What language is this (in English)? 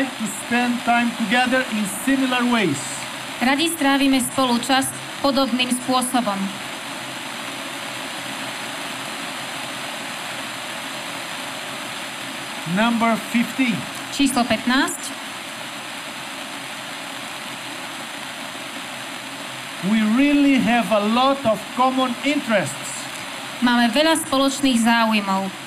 Slovak